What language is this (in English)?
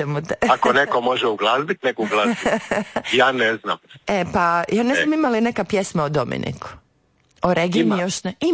Croatian